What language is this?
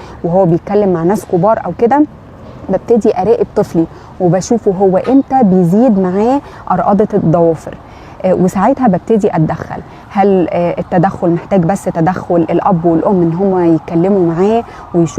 Egyptian Arabic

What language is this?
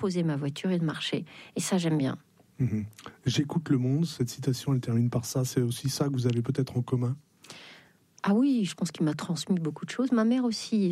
French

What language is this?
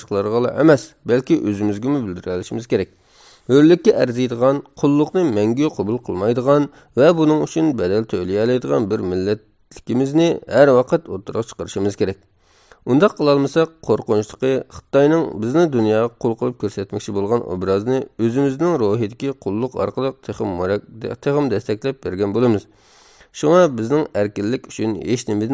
Uyghur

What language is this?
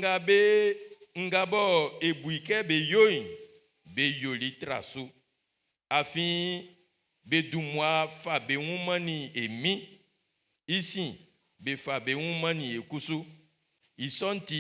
Baoulé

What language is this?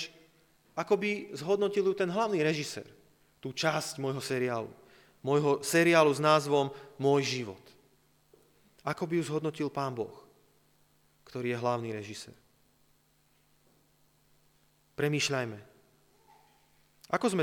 Slovak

